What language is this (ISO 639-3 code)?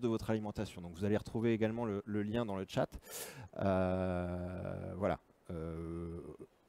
fra